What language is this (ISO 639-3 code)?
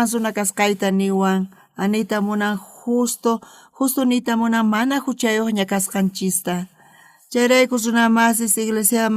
quh